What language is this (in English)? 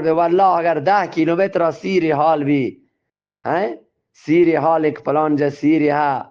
Eastern Balochi